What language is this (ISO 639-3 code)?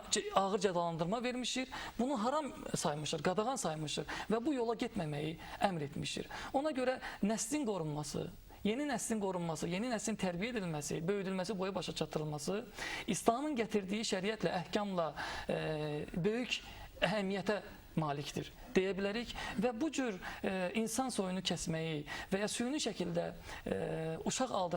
aze